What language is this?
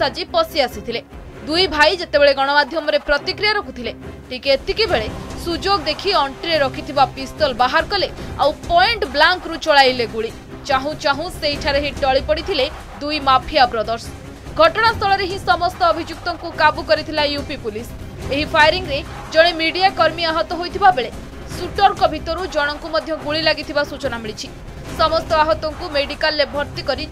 Odia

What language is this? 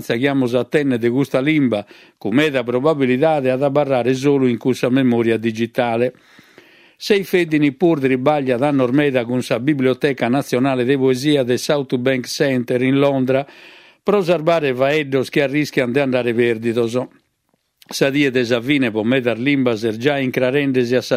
Sardinian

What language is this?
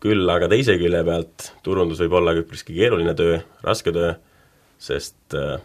Estonian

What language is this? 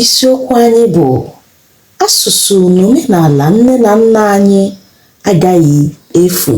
Igbo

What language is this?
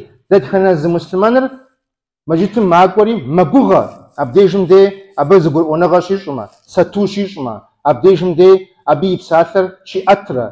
Kabardian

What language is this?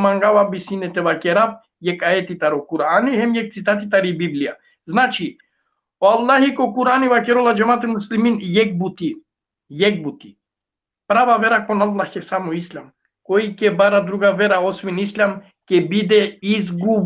Balkan Romani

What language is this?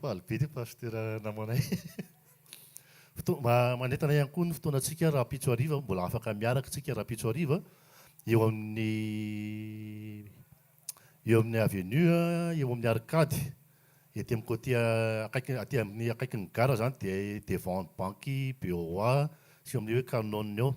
Malagasy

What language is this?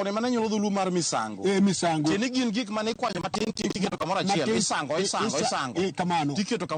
Luo (Kenya and Tanzania)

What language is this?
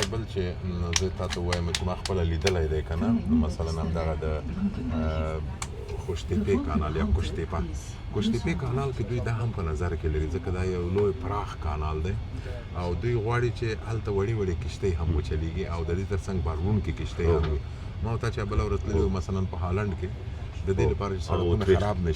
Pashto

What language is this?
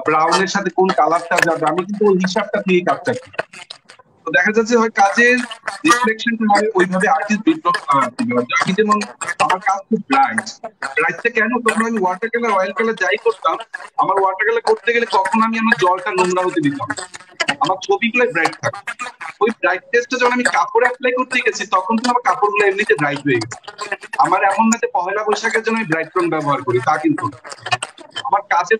Bangla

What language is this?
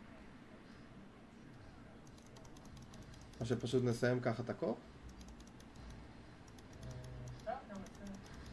Hebrew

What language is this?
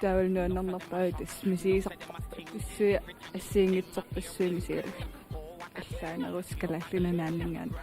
Kalaallisut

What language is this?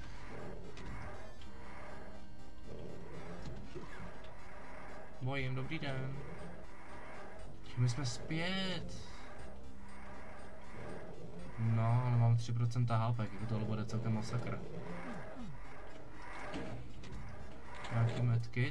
Czech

